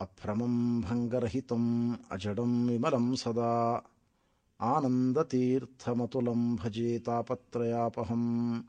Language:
Sanskrit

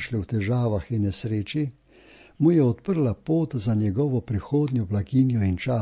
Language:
Slovenian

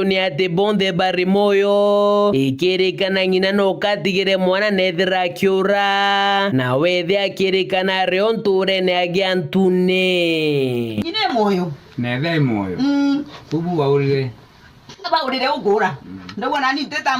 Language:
Meru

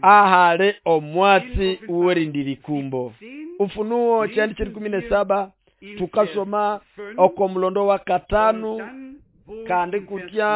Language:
Nande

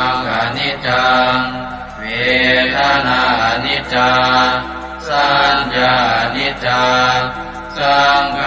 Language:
Pali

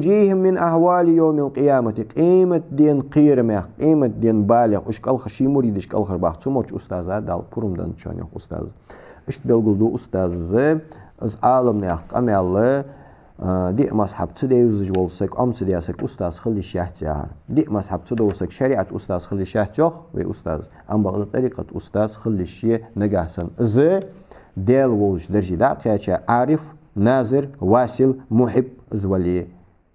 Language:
Ingush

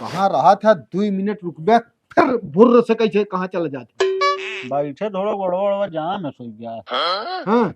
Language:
Awadhi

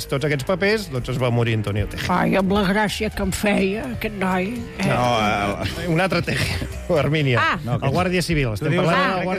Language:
Catalan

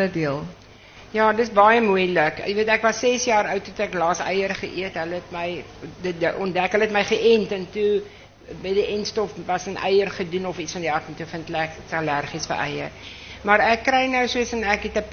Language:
Afrikaans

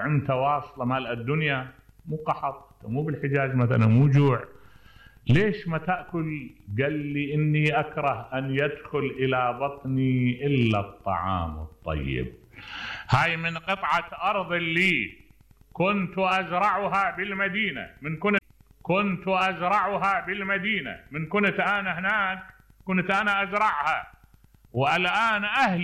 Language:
Mesopotamian Arabic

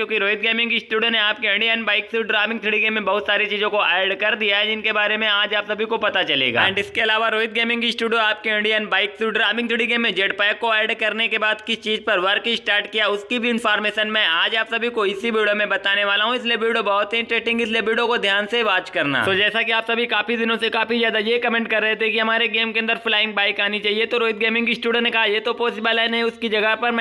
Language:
Hindi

